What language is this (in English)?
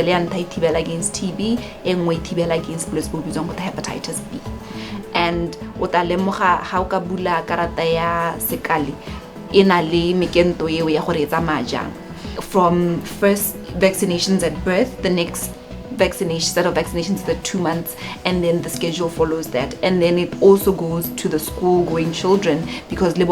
Tswana